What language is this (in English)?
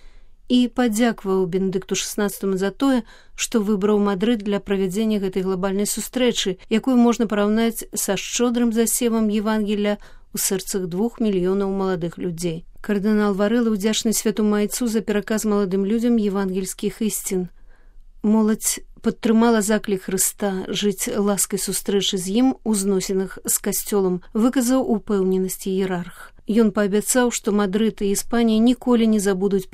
Belarusian